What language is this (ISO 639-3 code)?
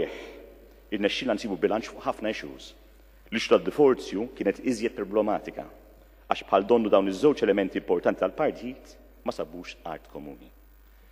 mlt